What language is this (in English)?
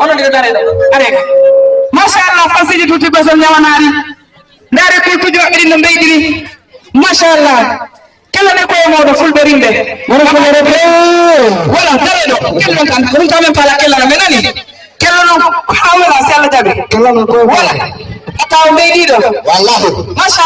Fula